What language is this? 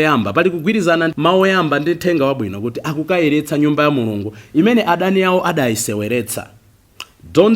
Nyanja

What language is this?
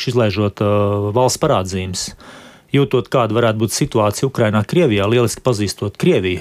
Latvian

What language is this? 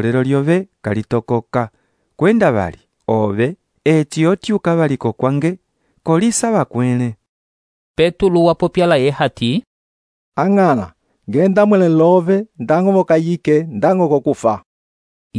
Umbundu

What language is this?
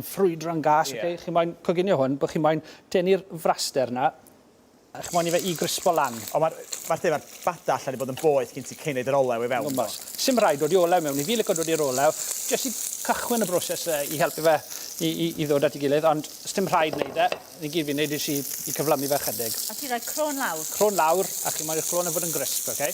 Welsh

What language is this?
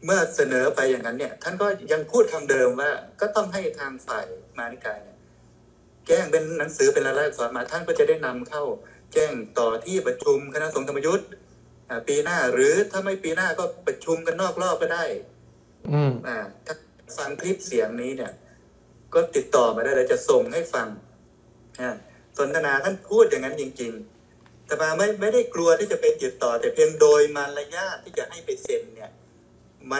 Thai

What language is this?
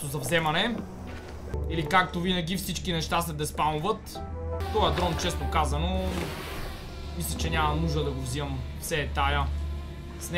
Bulgarian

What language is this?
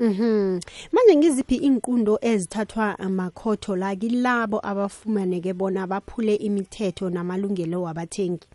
South Ndebele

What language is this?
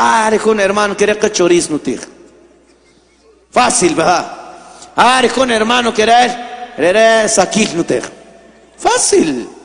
Spanish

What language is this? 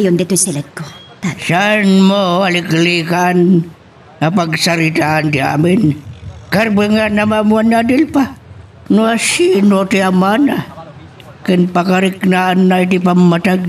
Iloko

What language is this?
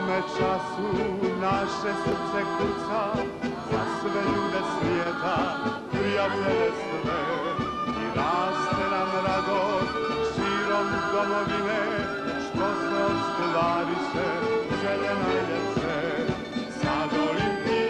Croatian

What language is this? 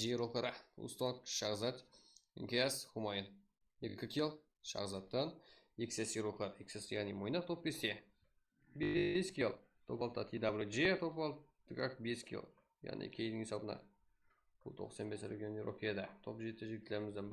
Kara-Kalpak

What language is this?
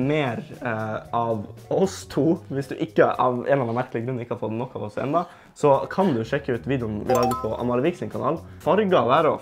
Norwegian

